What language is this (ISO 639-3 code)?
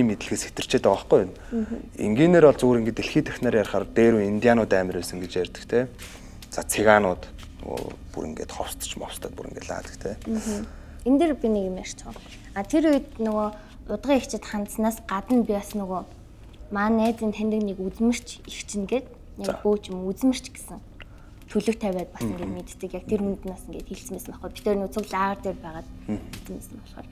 mon